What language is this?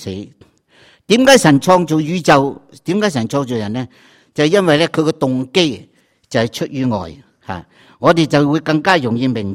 Cantonese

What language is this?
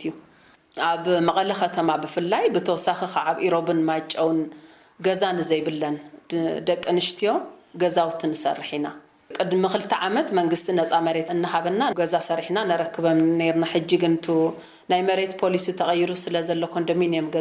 Tigrinya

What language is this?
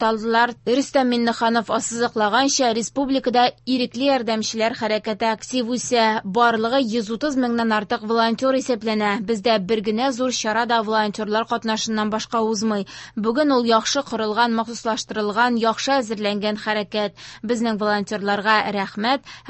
Tatar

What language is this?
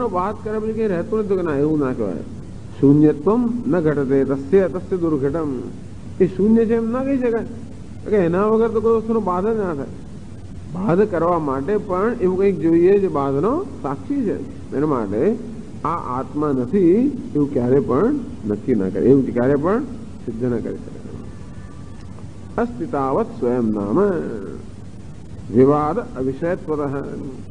Gujarati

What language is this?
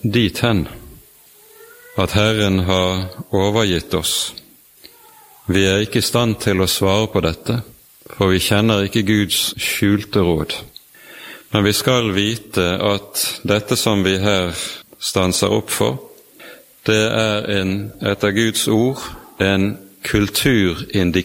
Norwegian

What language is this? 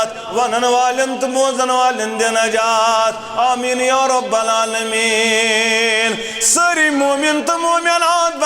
Kashmiri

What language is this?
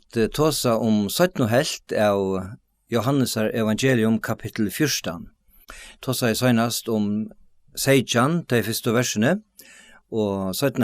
Faroese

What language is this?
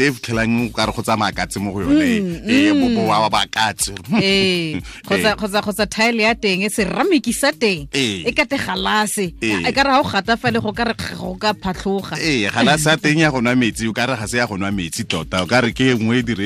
Tswana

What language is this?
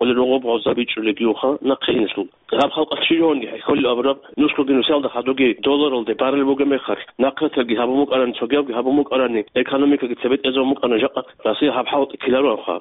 Avaric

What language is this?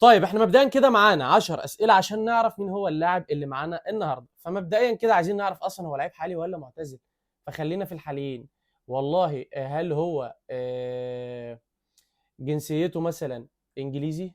Egyptian Arabic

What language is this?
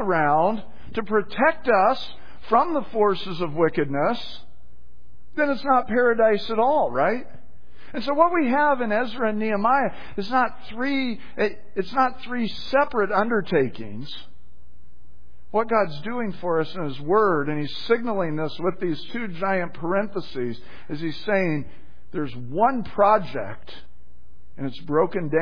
English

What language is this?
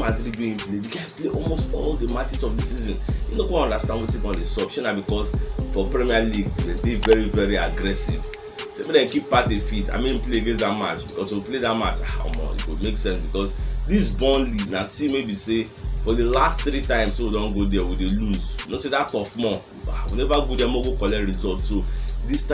Nigerian Pidgin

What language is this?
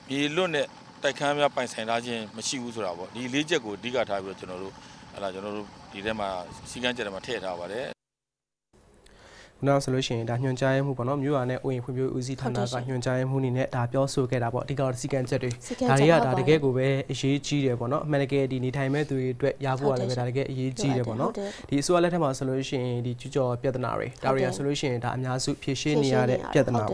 Burmese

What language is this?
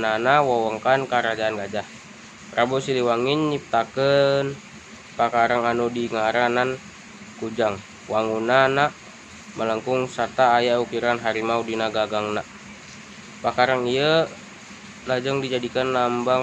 Sundanese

